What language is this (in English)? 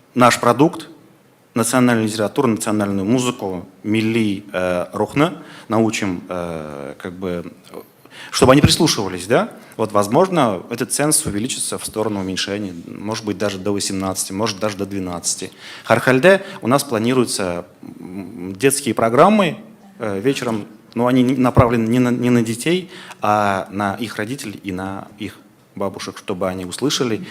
Tatar